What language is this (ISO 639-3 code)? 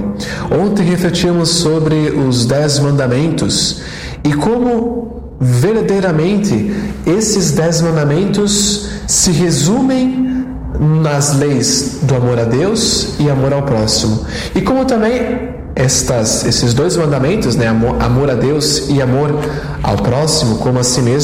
por